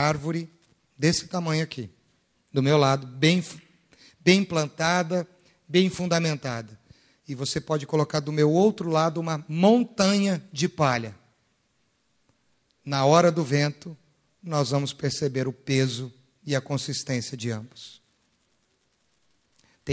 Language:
Portuguese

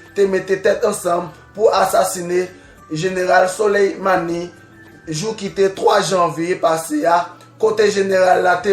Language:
Haitian Creole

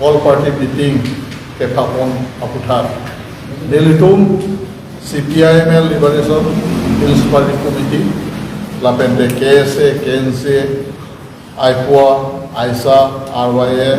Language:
Karbi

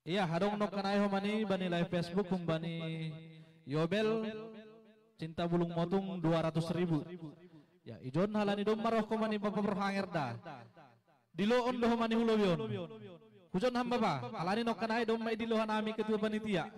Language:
Batak Simalungun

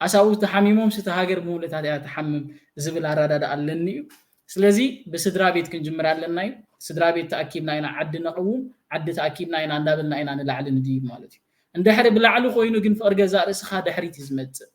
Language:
Tigrinya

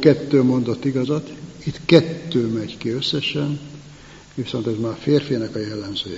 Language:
Hungarian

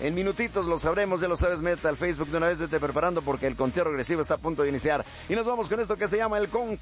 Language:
Spanish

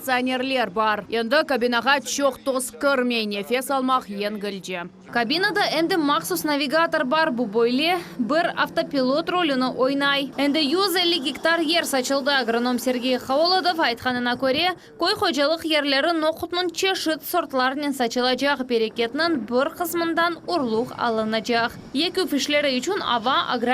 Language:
Crimean Tatar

